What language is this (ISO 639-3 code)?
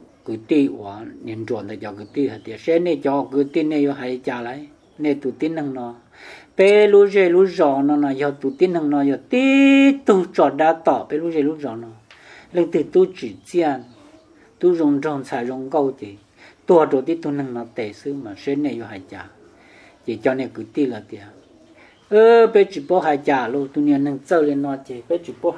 hmn